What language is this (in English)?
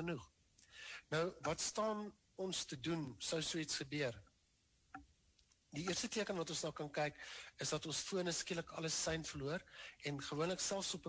Afrikaans